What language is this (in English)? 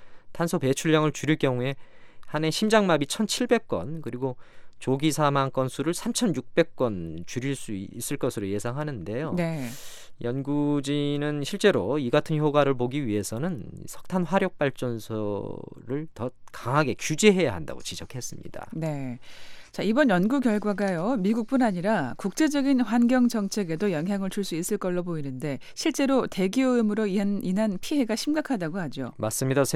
Korean